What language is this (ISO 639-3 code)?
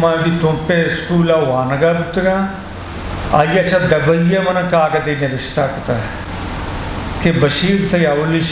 bgp